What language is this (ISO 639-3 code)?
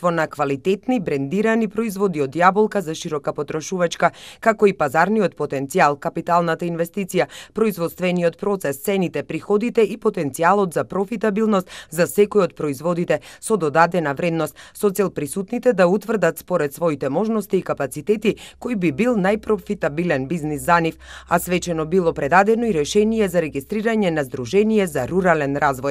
mkd